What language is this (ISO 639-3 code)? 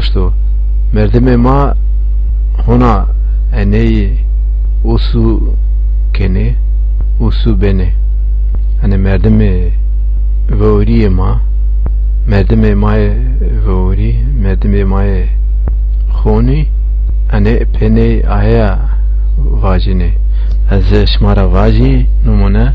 zza